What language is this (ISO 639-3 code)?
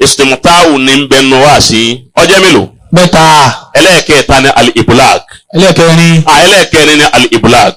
yor